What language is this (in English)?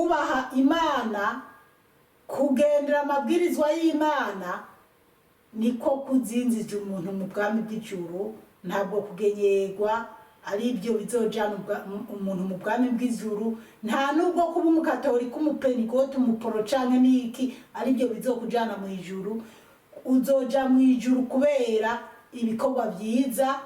Rundi